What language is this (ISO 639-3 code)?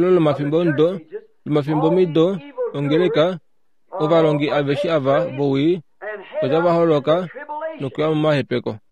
kua